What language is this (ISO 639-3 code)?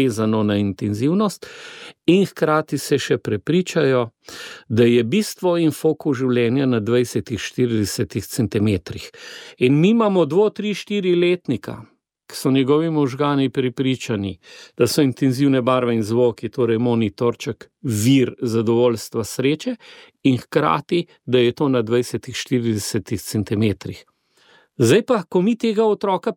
slv